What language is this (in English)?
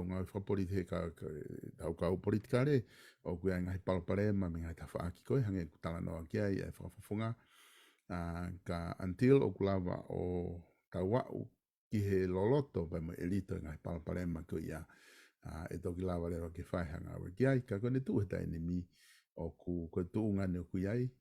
Tongan